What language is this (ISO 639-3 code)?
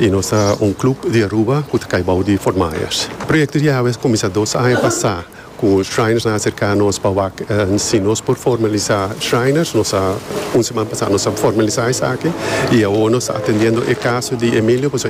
pap